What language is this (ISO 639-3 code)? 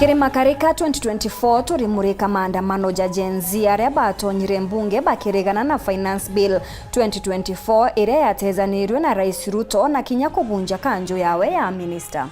mer